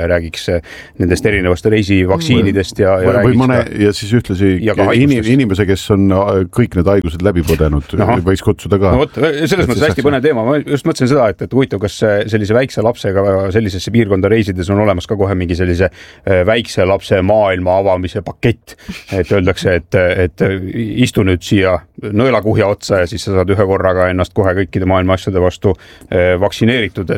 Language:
Estonian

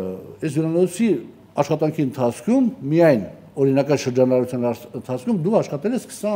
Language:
Armenian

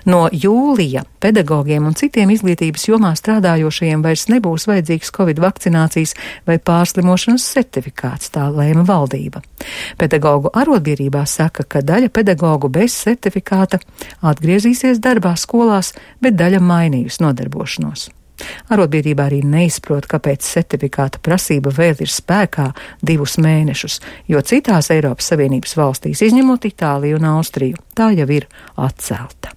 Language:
Latvian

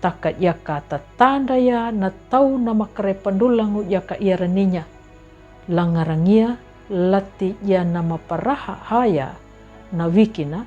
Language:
Kambera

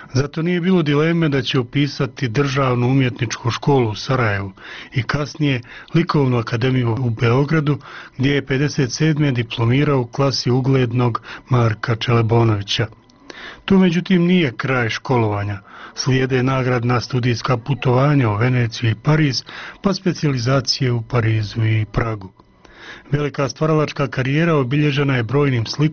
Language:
Bosnian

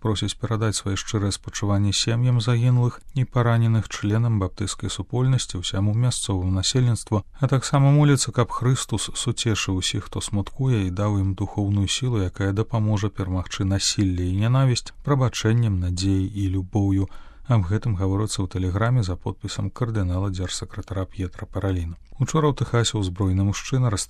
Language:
Belarusian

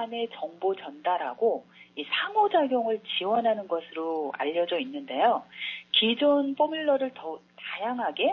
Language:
Korean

